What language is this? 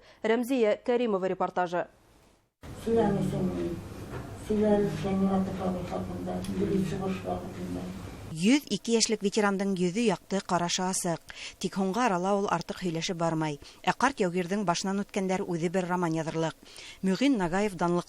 Bashkir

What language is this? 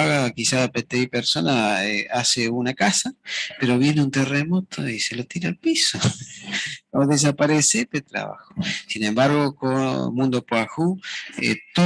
Guarani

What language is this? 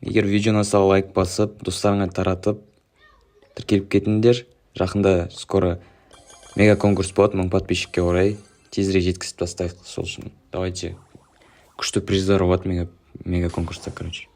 Kazakh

